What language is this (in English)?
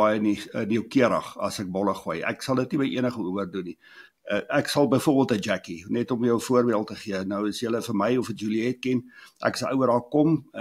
Afrikaans